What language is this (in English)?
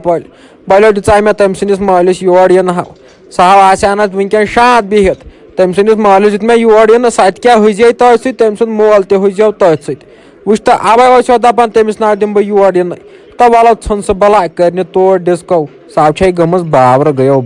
Kashmiri